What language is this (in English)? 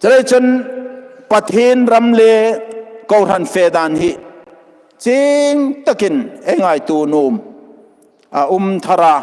Hmar